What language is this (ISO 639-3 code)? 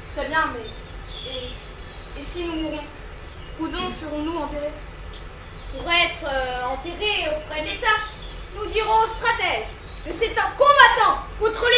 fra